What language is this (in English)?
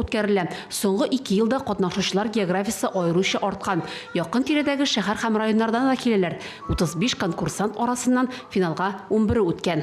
Tatar